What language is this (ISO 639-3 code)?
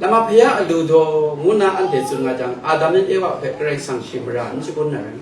kac